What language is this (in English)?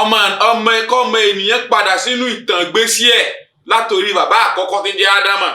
Yoruba